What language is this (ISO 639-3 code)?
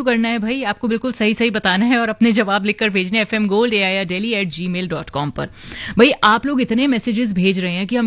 hin